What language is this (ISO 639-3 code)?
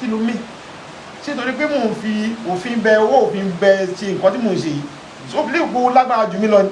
yor